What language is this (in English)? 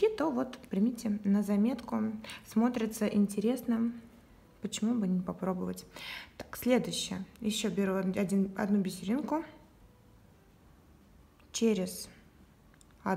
Russian